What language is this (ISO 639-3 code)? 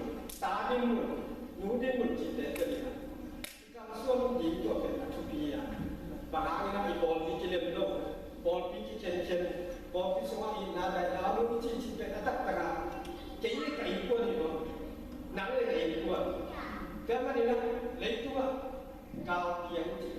ctd